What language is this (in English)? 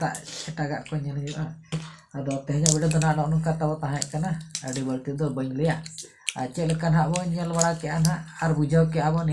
Santali